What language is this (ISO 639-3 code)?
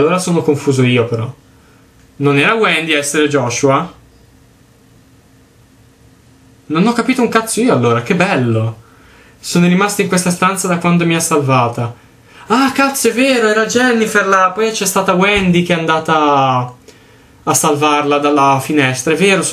ita